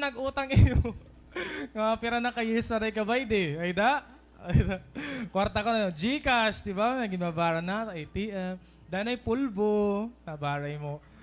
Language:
Waray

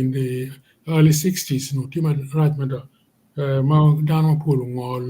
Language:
Acoli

